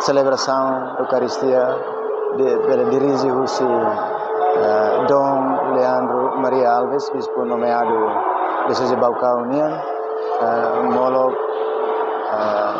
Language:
Tetum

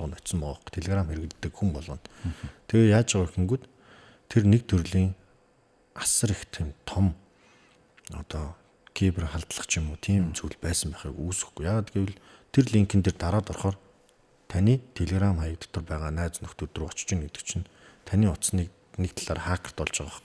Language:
Mongolian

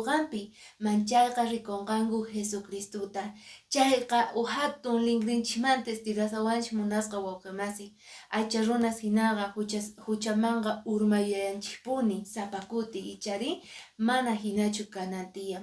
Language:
Quechua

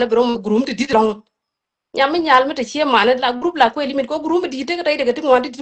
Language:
Nuer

